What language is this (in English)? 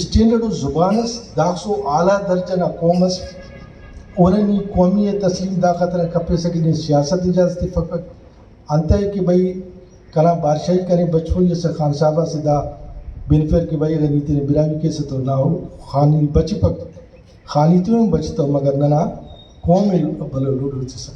Brahui